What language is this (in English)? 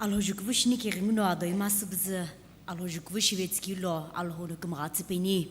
Sumi Naga